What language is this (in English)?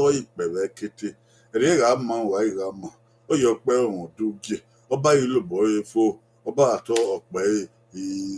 Bini